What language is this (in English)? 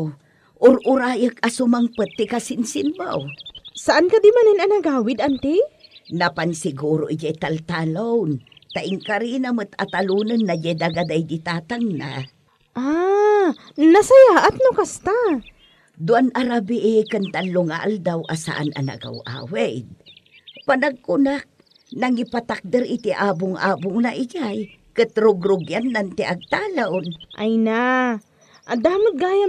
Iloko